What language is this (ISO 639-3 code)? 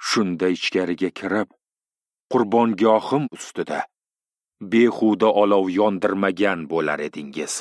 uzb